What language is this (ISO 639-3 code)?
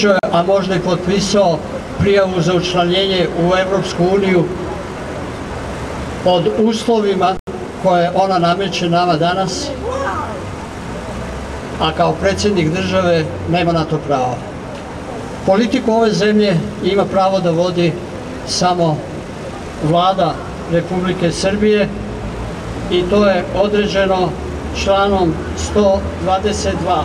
srp